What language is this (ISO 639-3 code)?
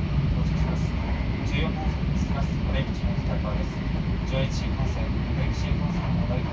jpn